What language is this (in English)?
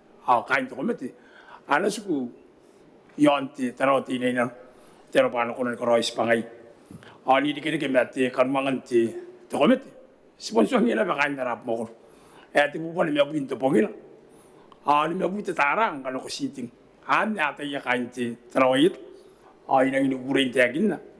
Gilbertese